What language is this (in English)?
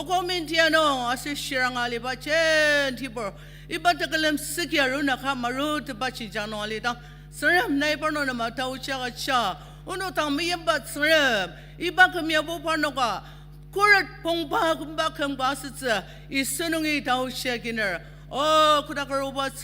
Ao Naga